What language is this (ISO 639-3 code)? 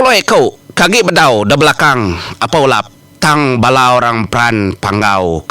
iba